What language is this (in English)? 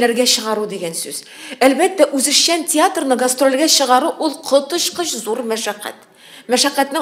Tatar